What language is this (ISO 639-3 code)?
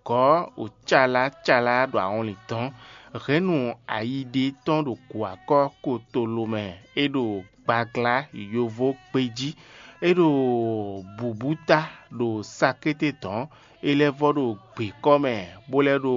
fon